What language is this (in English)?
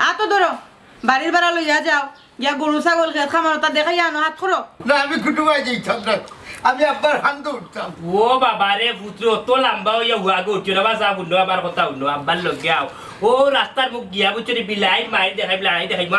Sylheti